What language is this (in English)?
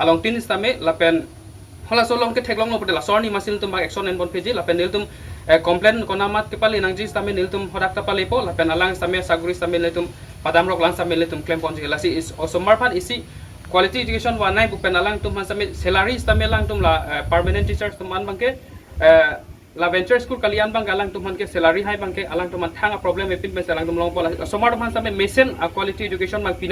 Karbi